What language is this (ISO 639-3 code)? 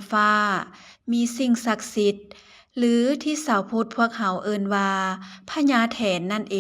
lao